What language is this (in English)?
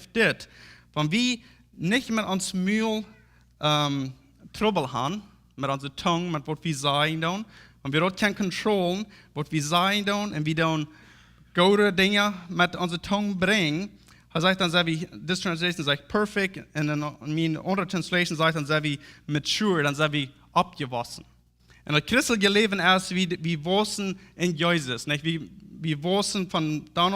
Plautdietsch